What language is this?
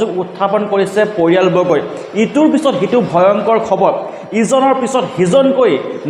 Assamese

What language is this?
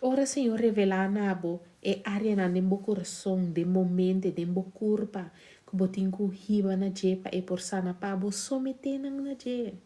Papiamento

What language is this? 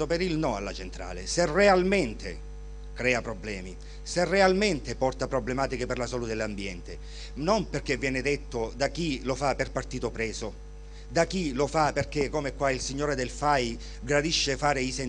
Italian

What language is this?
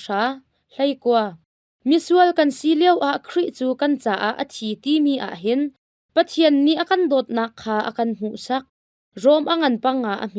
Hakha Chin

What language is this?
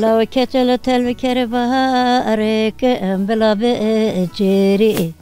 Zaza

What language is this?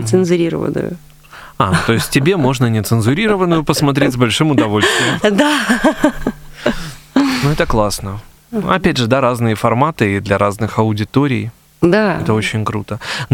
Russian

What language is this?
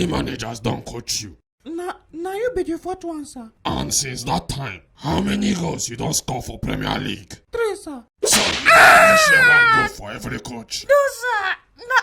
Nigerian Pidgin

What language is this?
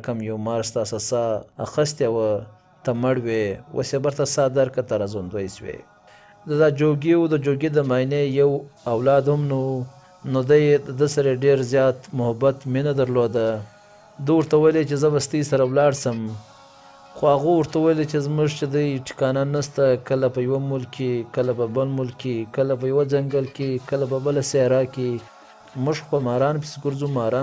Pashto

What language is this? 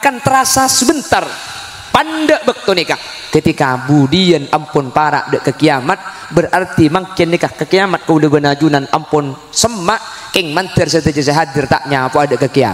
Madurese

